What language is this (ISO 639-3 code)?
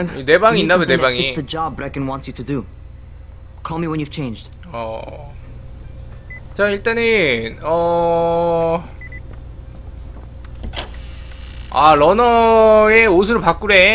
kor